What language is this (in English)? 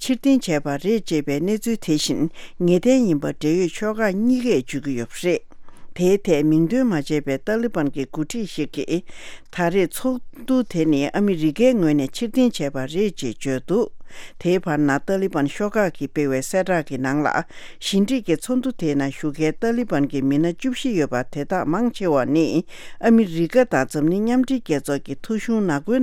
Tibetan